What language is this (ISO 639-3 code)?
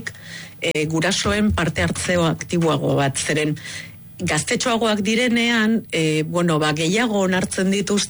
eus